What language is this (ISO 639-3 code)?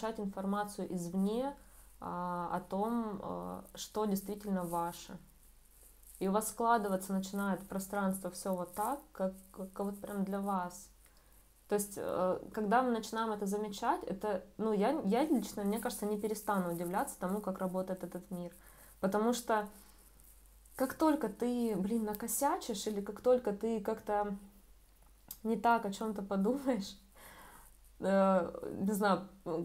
rus